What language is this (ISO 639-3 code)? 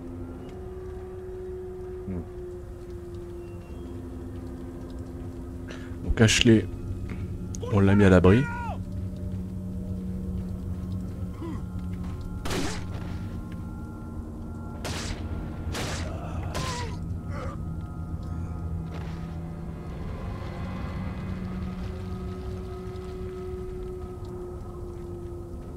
fra